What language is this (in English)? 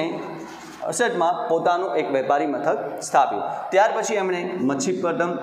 Gujarati